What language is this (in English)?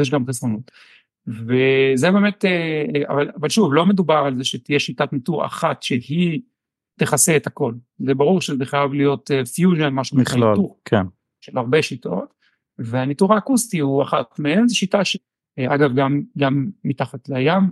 Hebrew